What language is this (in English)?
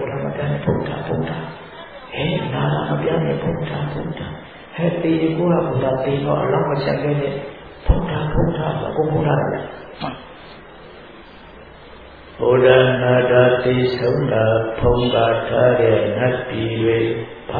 Burmese